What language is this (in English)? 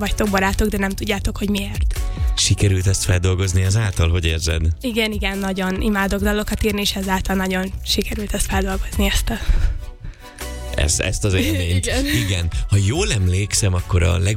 Hungarian